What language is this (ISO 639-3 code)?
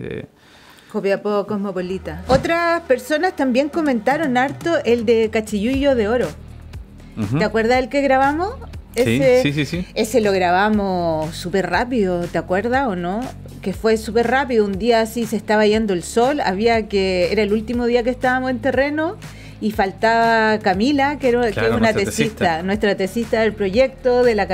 spa